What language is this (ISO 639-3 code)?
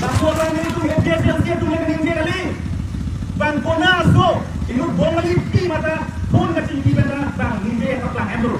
mjw